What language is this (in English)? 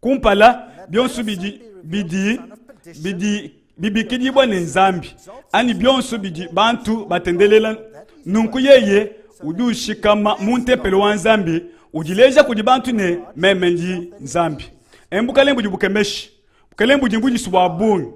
Luba-Lulua